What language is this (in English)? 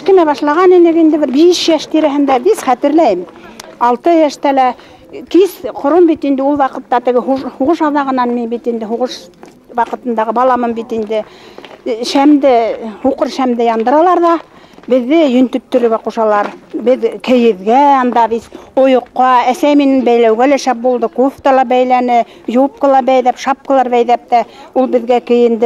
Bashkir